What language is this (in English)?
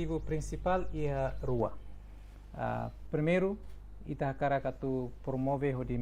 Tetum